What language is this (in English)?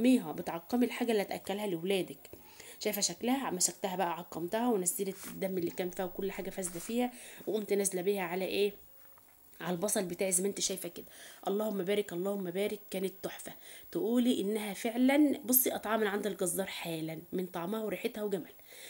Egyptian Arabic